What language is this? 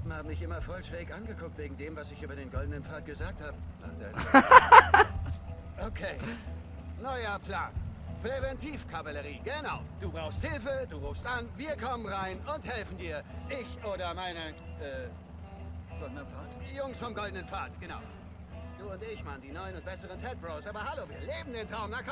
Swiss German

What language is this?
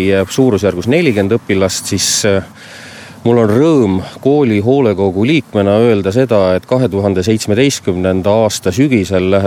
Estonian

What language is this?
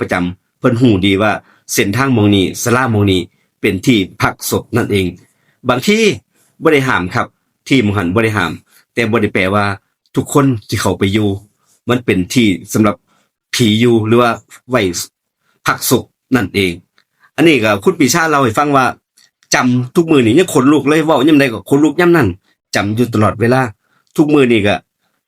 Northeastern Thai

